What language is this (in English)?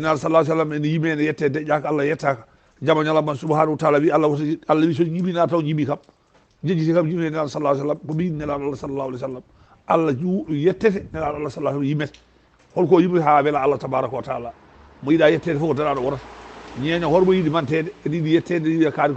Fula